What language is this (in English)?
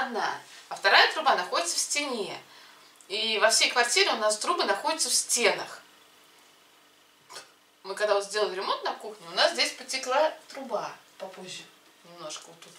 Russian